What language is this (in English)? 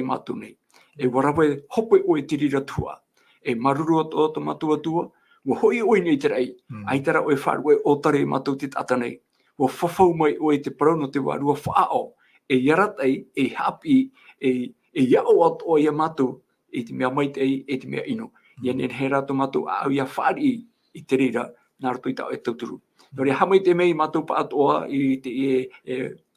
Tahitian